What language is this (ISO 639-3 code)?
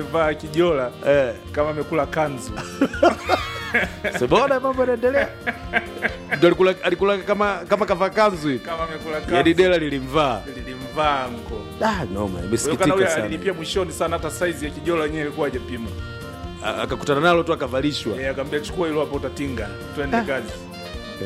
swa